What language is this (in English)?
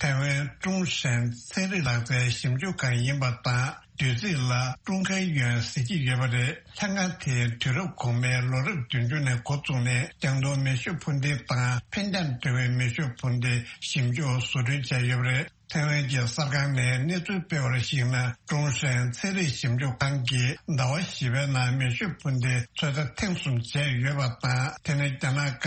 Tibetan